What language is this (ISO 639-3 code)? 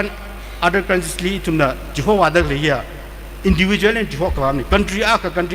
nmf